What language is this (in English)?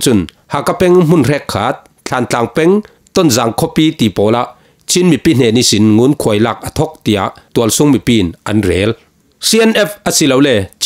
Falam Chin